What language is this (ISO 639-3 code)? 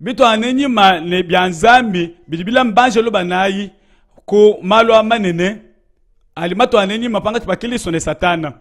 lua